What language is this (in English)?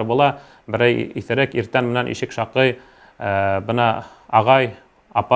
Bashkir